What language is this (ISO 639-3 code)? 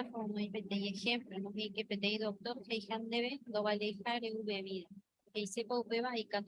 grn